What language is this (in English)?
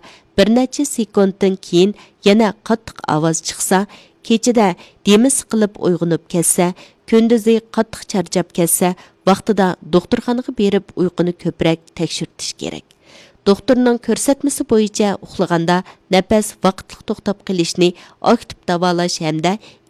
Uyghur